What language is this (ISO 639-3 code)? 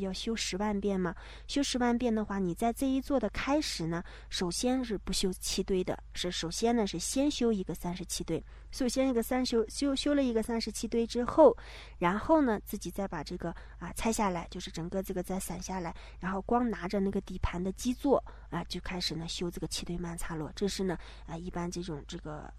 zho